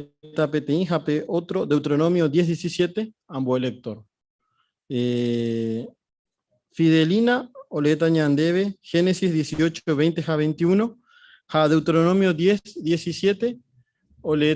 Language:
Guarani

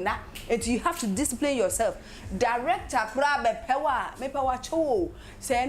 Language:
Akan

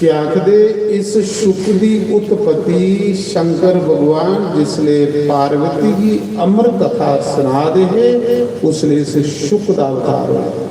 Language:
Dogri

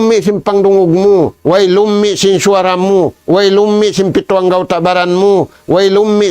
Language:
Tausug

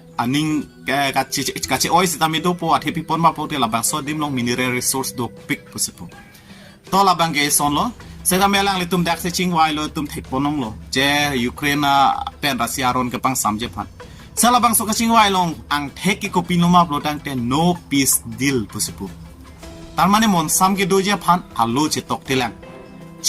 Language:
Karbi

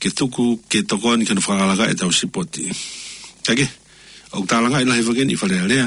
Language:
Tongan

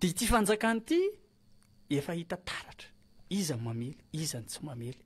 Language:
Malagasy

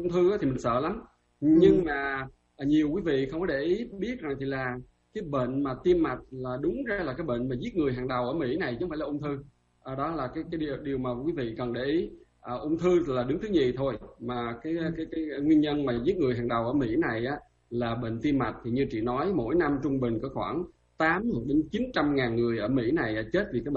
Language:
Vietnamese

